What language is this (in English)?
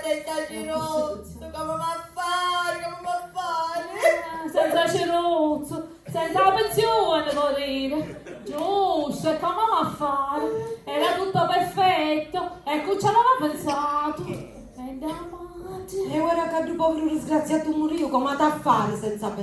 Sicilian